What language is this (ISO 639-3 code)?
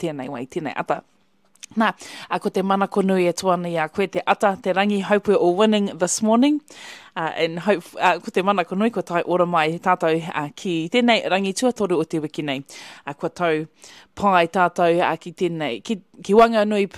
mri